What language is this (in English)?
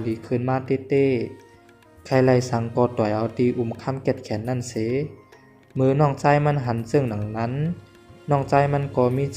Shan